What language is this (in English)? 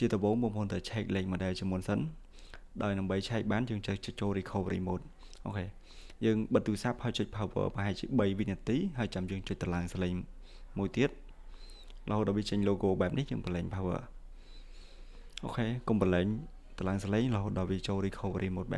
Khmer